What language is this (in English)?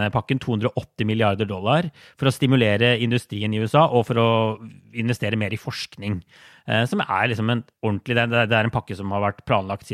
Norwegian